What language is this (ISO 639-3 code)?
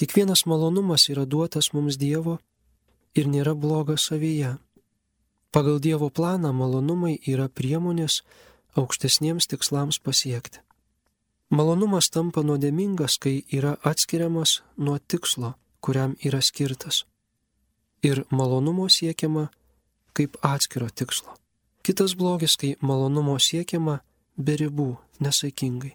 lit